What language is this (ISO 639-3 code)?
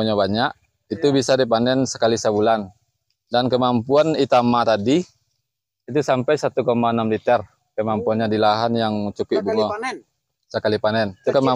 min